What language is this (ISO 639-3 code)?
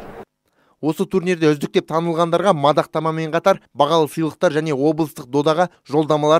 kaz